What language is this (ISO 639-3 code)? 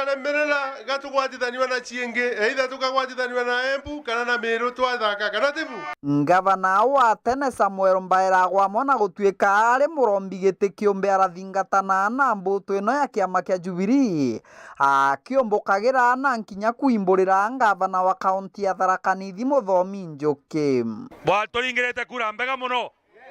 mer